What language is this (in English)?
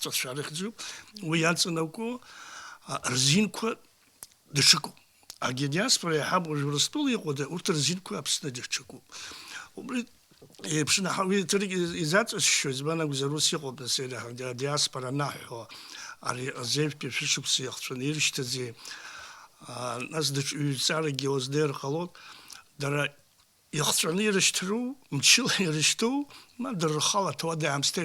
Abkhazian